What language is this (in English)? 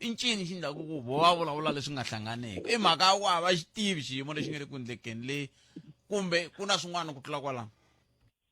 Tsonga